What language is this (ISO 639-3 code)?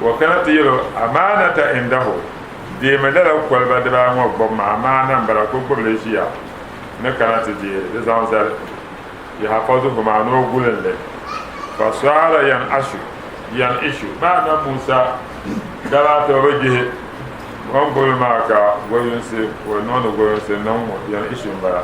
dag